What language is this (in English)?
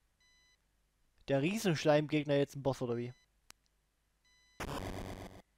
German